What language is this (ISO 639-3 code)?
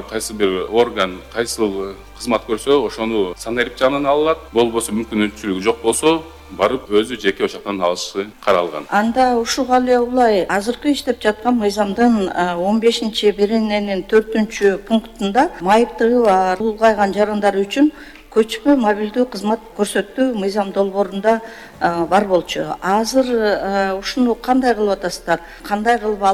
kir